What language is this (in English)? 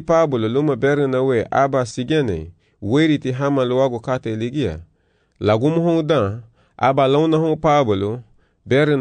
Garifuna